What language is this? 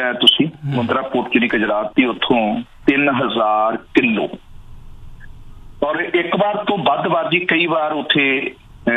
Punjabi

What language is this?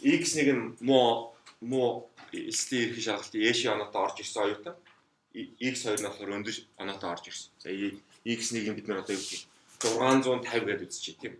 Mongolian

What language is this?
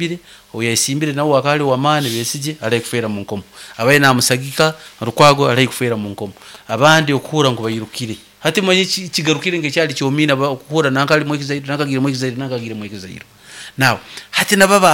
Nyankole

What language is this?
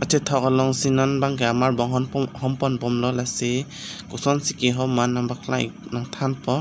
Karbi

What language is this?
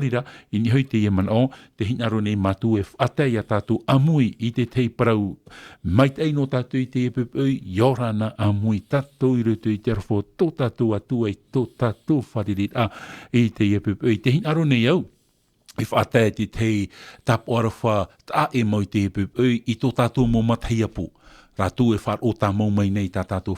Tahitian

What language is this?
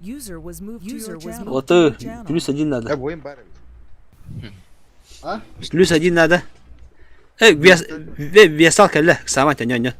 Yakut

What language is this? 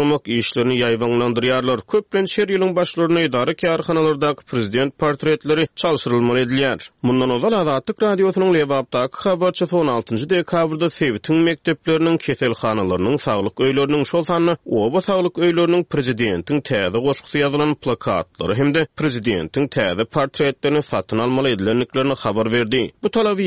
Turkmen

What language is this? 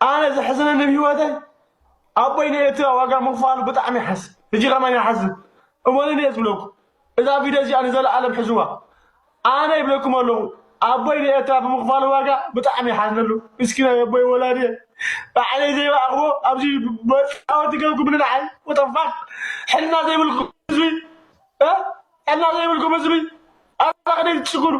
Tigrinya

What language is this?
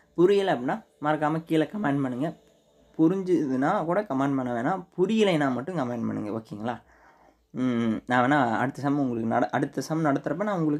Tamil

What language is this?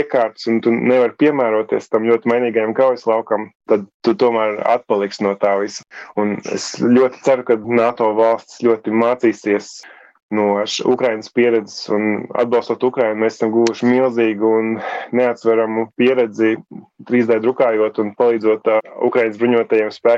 Latvian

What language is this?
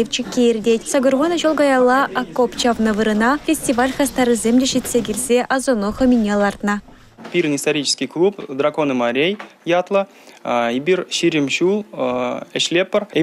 Chuvash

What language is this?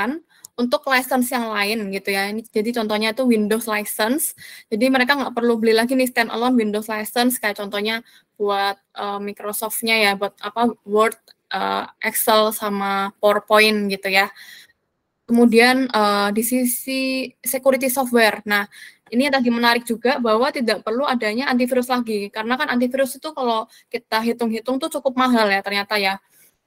Indonesian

